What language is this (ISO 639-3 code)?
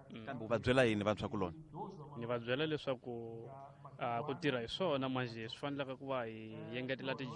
tso